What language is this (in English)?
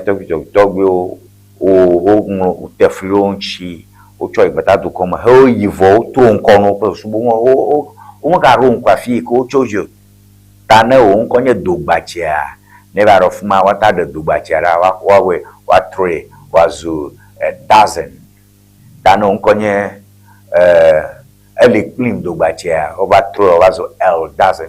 Ewe